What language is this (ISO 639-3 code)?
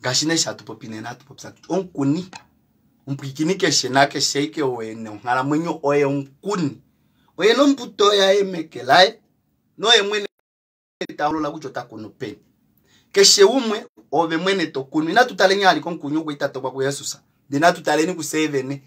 kua